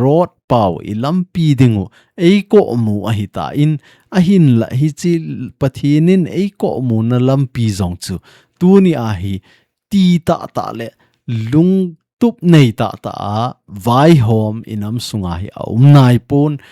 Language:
Thado Chin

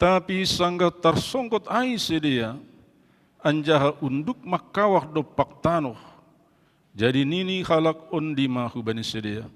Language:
Batak Simalungun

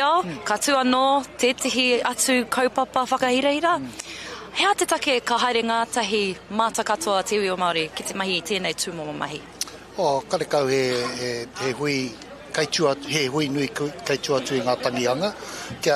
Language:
Māori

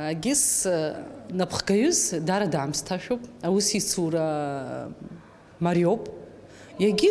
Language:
Abkhazian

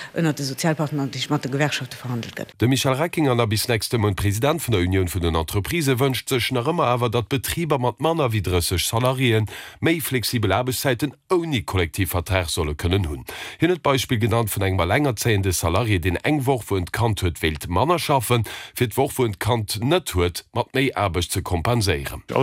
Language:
Luxembourgish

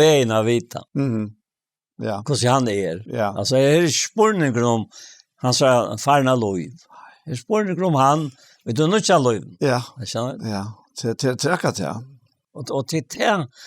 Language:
Faroese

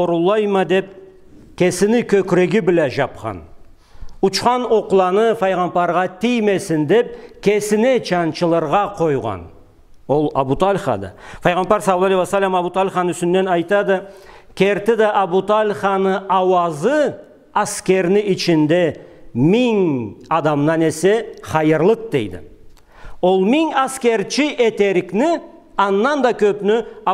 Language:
Karachay-Balkar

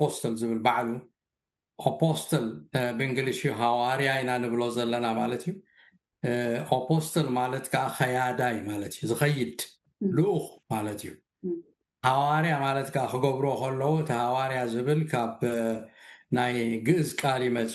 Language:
Tigrinya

